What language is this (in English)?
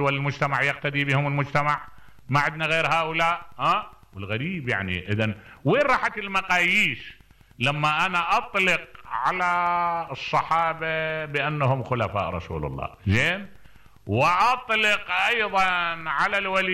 Mesopotamian Arabic